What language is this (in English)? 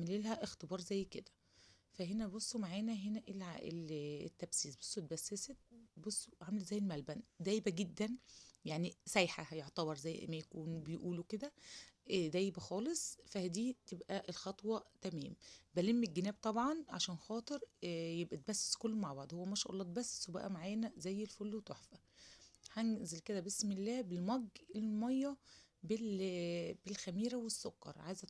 Egyptian Arabic